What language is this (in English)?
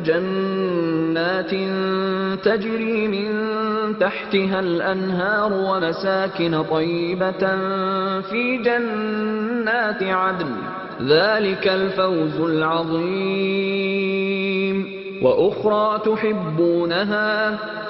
Arabic